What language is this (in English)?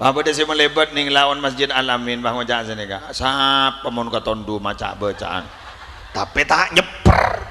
Madurese